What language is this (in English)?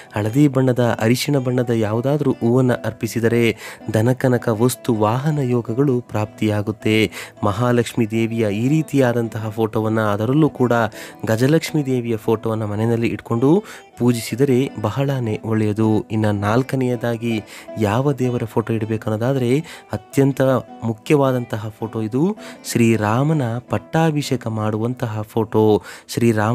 Kannada